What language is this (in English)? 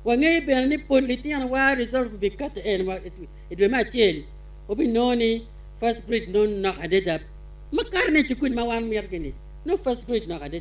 Acoli